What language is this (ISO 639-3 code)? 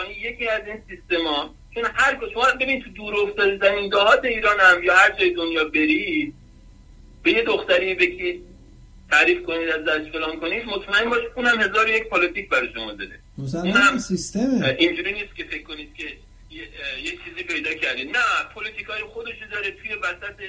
fas